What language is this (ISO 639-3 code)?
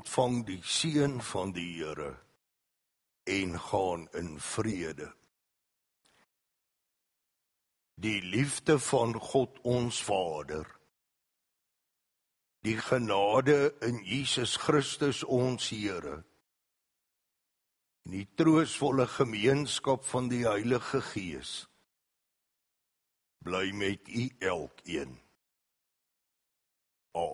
afr